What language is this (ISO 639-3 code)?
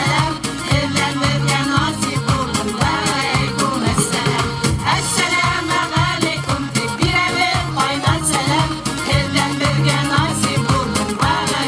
bak